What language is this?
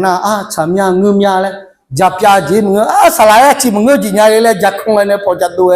Akha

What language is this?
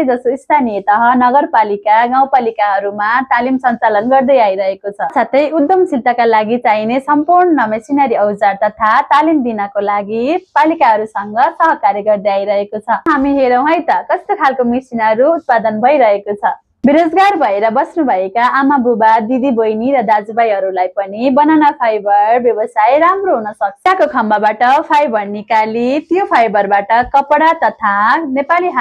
Nepali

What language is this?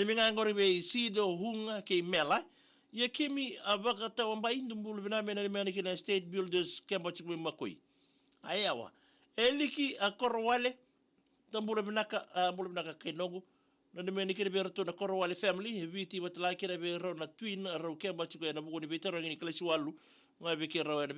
Fijian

